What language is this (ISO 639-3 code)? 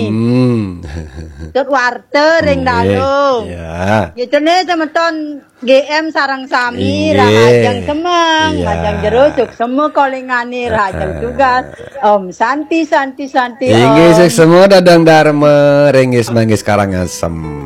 ban